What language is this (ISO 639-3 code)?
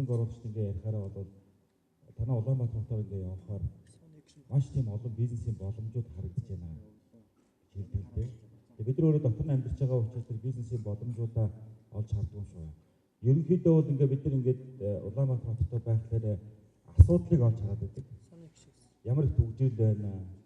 mon